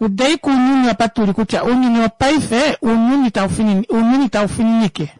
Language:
Kuanyama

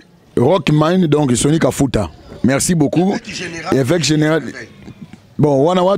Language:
Lingala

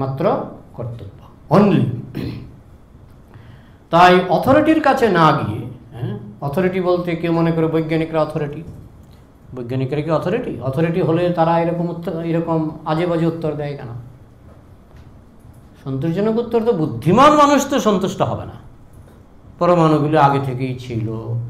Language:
Bangla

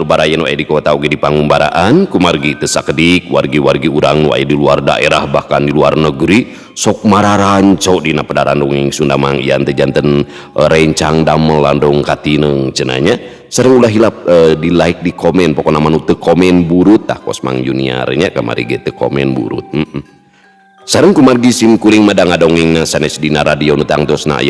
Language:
Sundanese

